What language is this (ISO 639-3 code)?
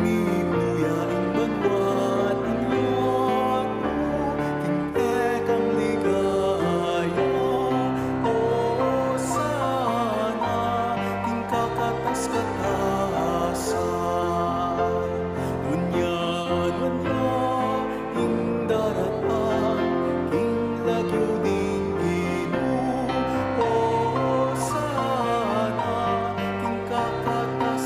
pam